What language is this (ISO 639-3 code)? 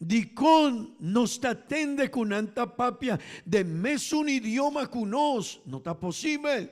pap